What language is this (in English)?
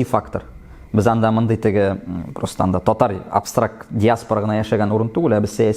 Tatar